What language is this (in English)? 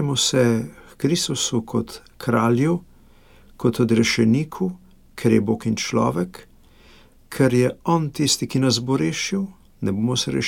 Slovenian